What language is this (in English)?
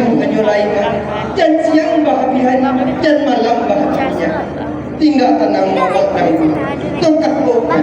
Minangkabau